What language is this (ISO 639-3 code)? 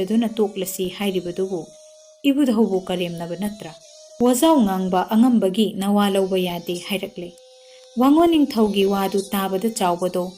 mni